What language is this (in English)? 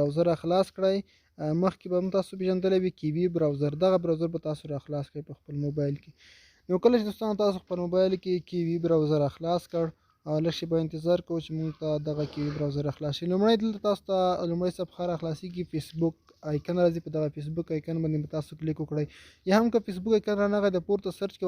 Pashto